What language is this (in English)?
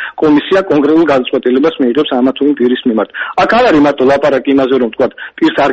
Georgian